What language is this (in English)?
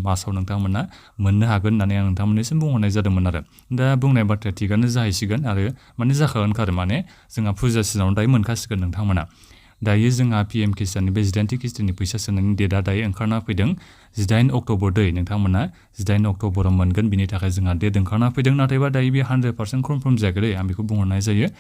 Bodo